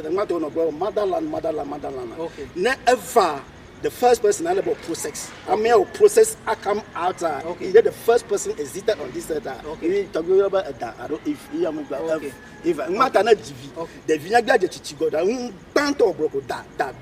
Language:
Ewe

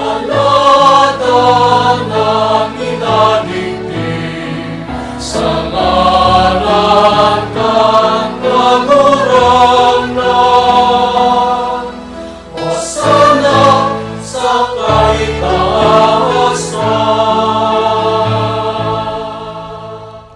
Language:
Bikol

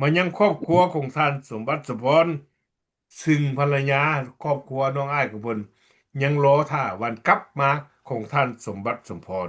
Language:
Lao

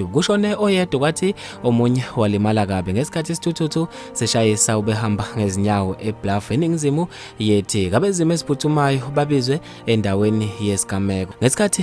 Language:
Zulu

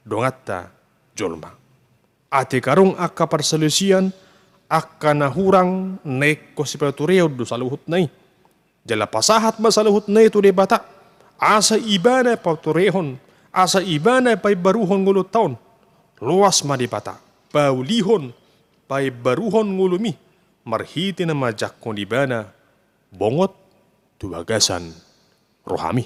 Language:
Batak Toba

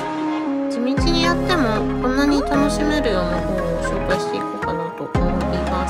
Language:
Japanese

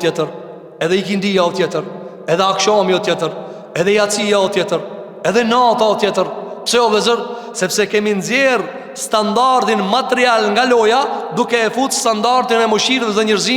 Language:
Albanian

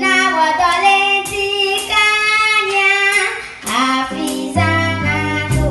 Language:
Ewe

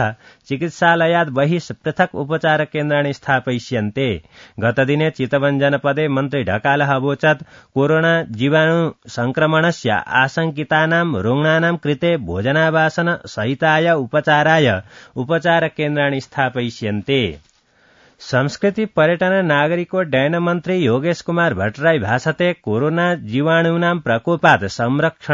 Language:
Sanskrit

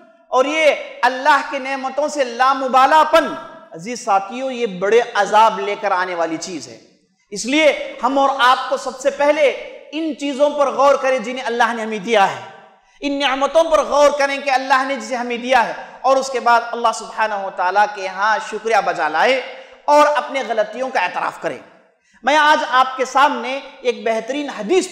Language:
Urdu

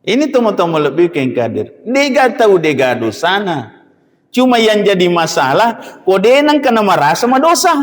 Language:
Buginese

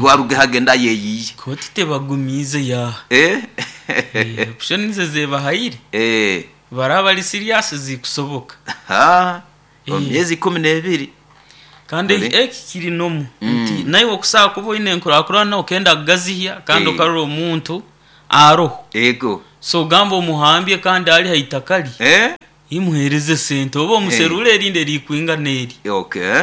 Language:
Nyoro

